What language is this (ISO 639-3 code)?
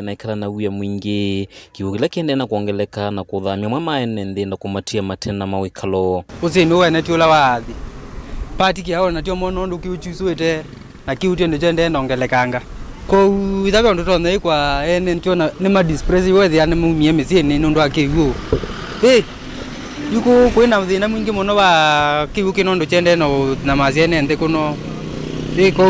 kam